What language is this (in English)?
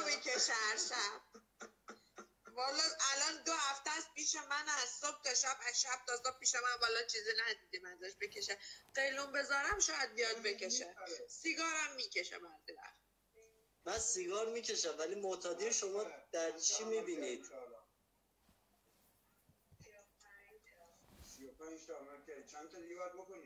Persian